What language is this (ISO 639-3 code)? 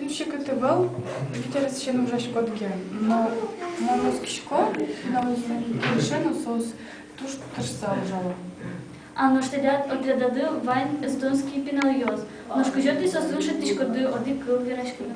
udm